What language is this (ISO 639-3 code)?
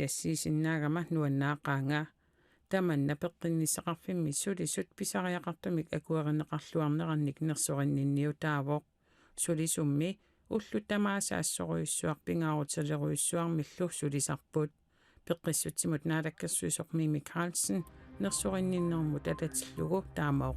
kal